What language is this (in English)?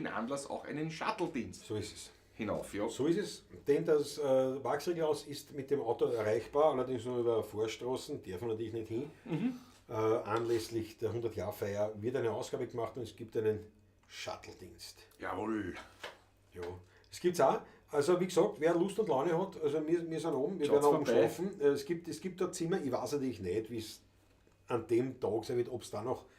Bavarian